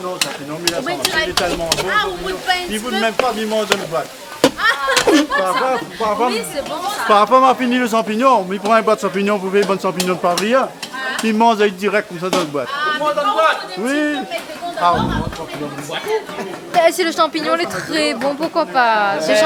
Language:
Réunion Creole French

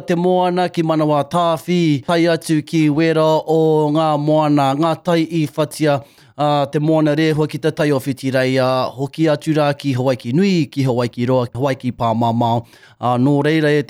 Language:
Māori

